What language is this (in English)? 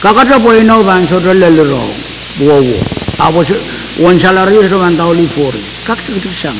Pohnpeian